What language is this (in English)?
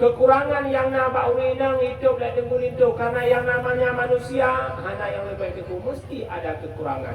Achinese